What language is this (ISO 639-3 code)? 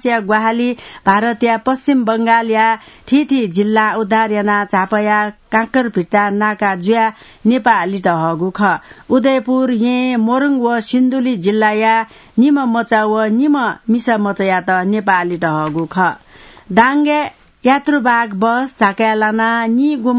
new